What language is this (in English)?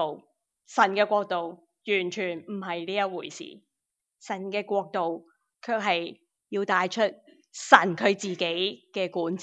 Cantonese